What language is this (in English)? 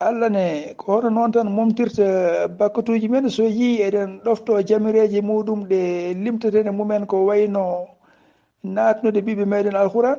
Fula